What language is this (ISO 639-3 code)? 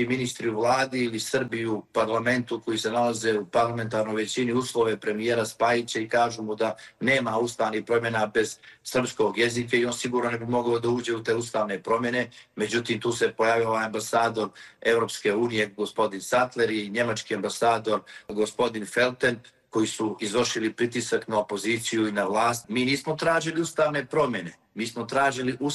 srp